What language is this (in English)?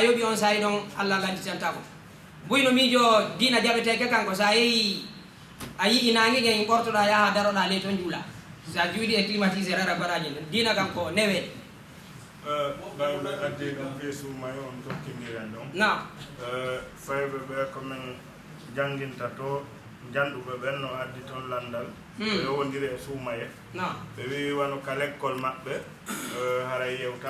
Fula